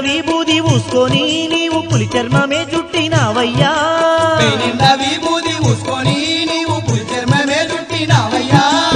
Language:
Telugu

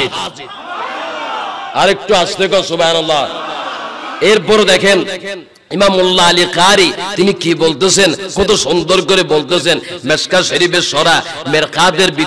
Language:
Bangla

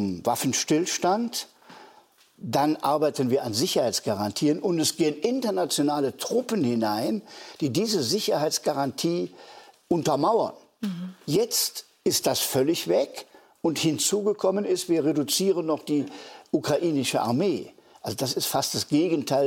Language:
German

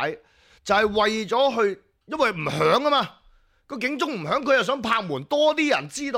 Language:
Cantonese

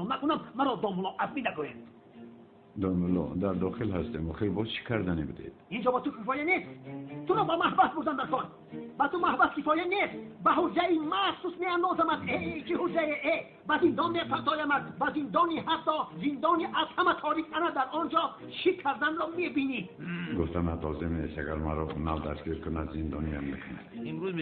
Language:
Tajik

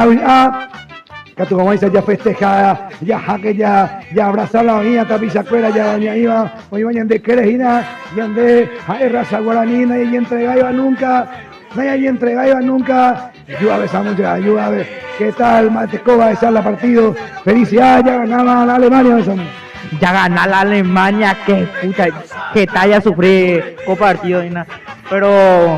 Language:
Guarani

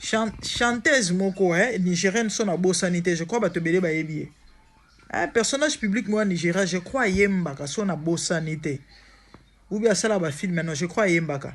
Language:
Lingala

